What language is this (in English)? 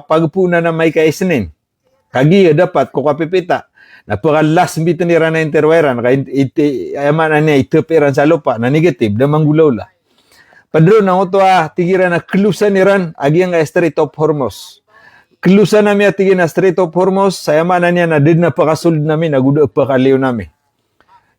Maranao